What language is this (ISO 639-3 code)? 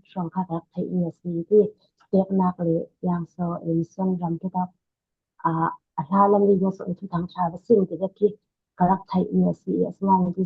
cfm